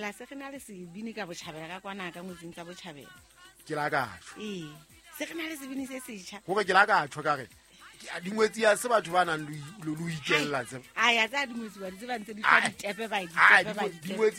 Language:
Southern Sotho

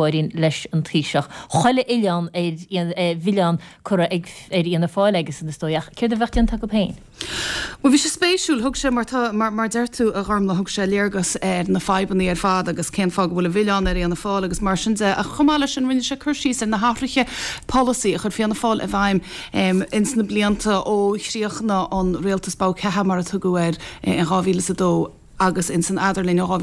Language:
Irish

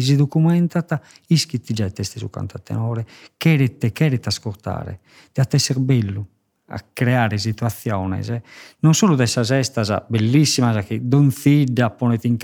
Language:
Sardinian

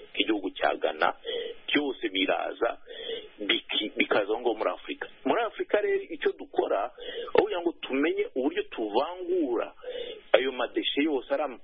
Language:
Kinyarwanda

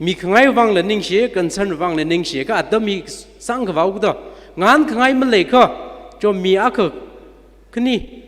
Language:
Tangkhul Naga (India)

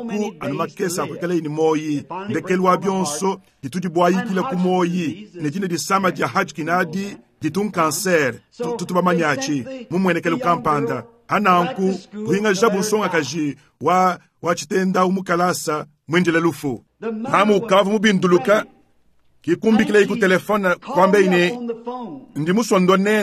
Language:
Luba-Lulua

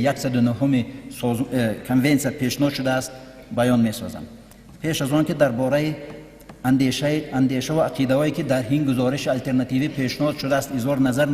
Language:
Tajik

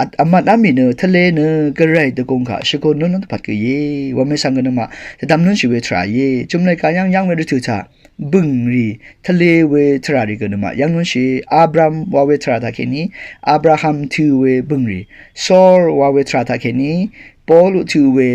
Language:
Rawang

